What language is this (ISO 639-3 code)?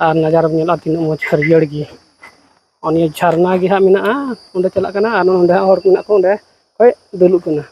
sat